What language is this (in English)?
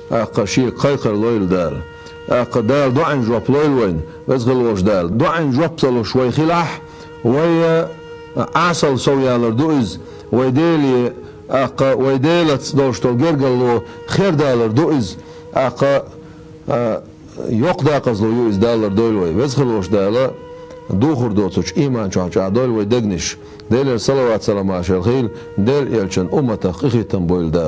Chechen